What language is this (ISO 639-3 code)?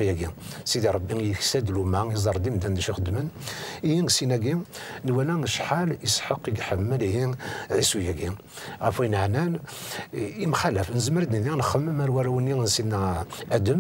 kab